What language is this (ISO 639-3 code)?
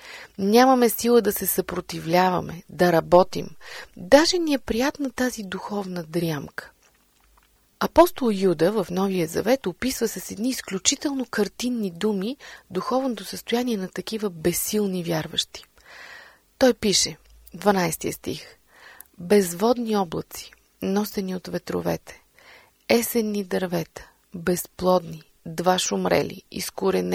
bul